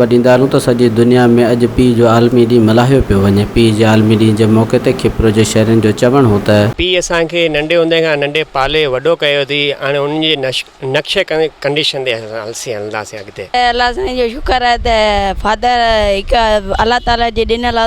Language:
Sindhi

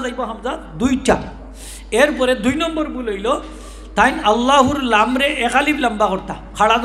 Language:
Sylheti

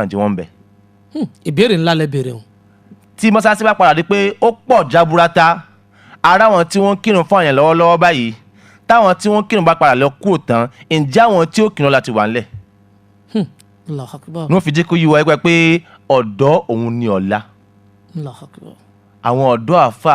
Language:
Yoruba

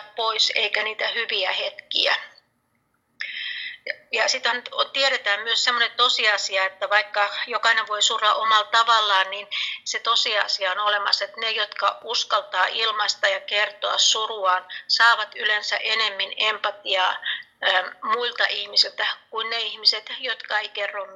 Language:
Finnish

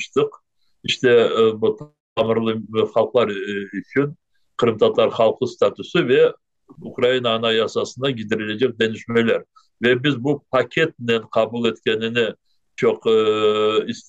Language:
Crimean Tatar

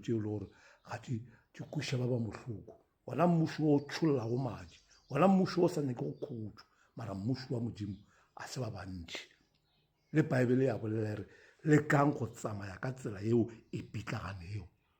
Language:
Northern Sotho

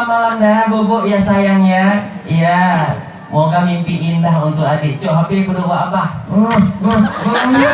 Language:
Achinese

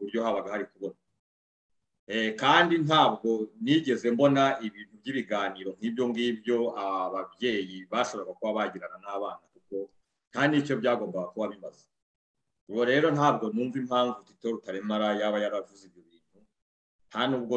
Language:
Kinyarwanda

